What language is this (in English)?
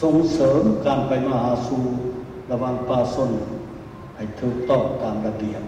Lao